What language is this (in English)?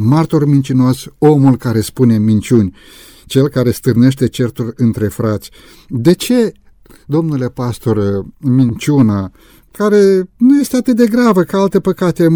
Romanian